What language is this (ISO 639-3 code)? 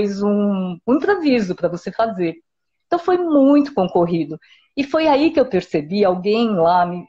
por